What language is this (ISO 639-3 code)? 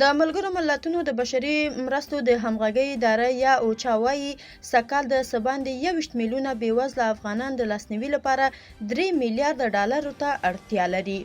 pus